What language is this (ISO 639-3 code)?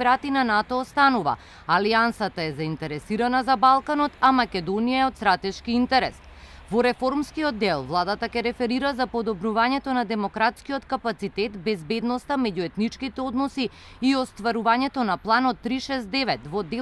mkd